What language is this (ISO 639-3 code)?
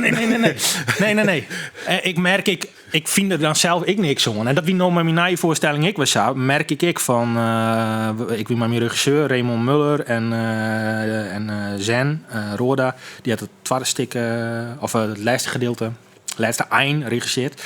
fry